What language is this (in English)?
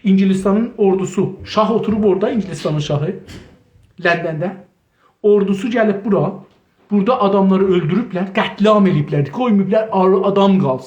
South Azerbaijani